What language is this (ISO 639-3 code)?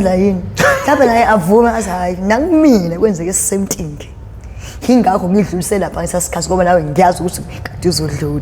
zul